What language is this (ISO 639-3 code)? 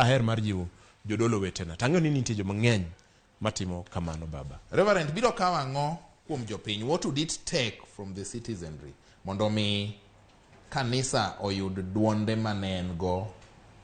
luo